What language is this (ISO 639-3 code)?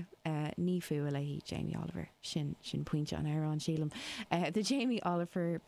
gle